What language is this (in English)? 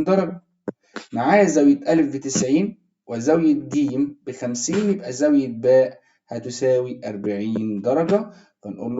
Egyptian Arabic